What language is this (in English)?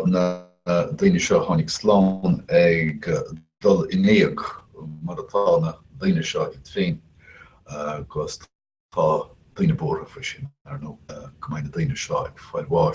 Irish